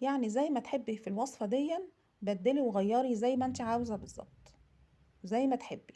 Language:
Egyptian Arabic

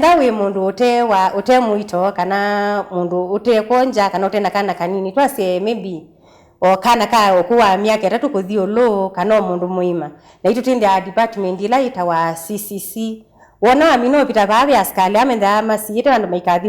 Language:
Kamba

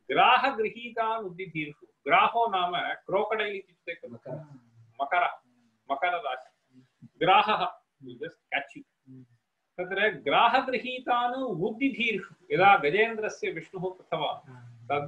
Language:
Sanskrit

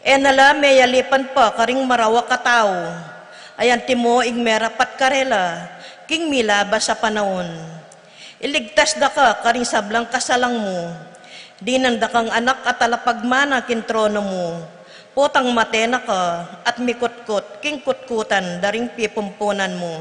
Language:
Pampanga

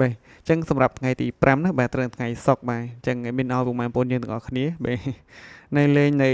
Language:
Khmer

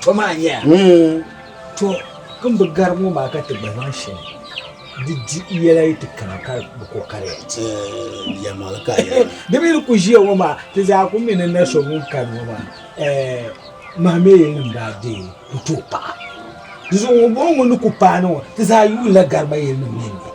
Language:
Dagbani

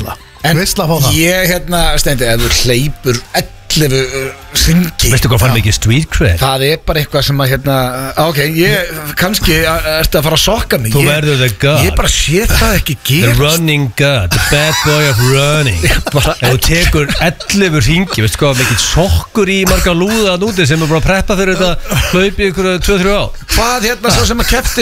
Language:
Icelandic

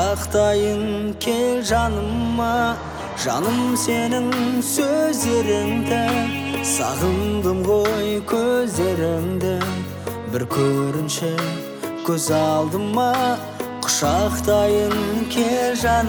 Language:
Kazakh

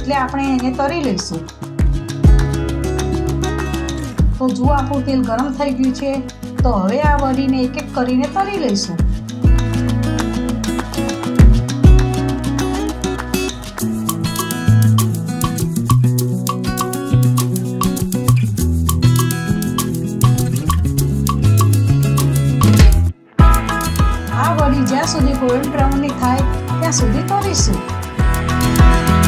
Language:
Gujarati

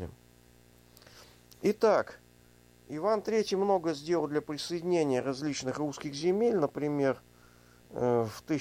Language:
Russian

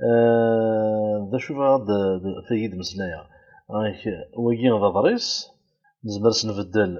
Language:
Kabyle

